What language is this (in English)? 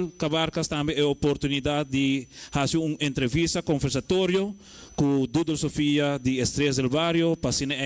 Papiamento